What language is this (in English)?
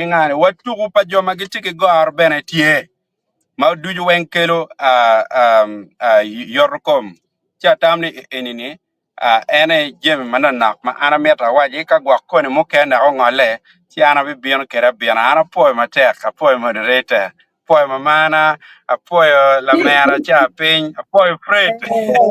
Acoli